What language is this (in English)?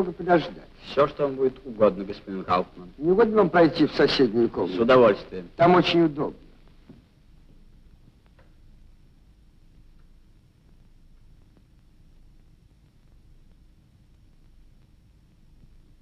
Russian